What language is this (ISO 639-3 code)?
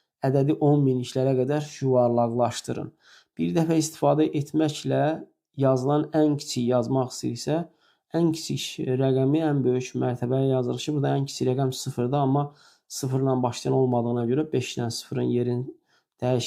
aze